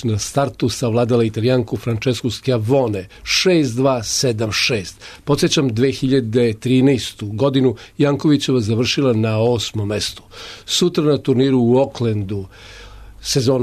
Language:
Serbian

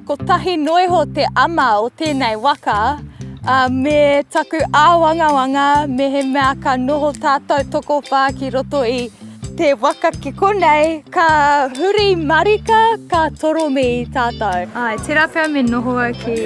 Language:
Māori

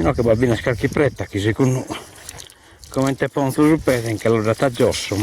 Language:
Sardinian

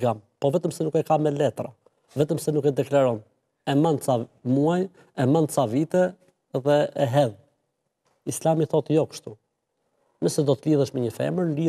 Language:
Albanian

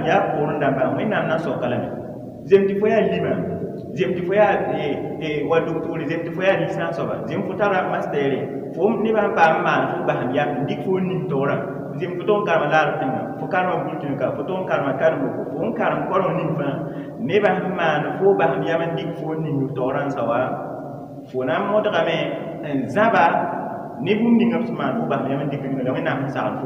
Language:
Mossi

